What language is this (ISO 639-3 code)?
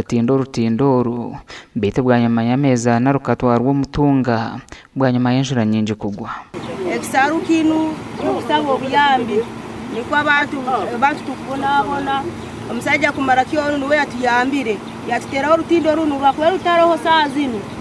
nyn